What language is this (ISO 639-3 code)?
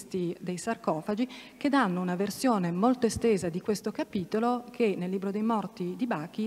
ita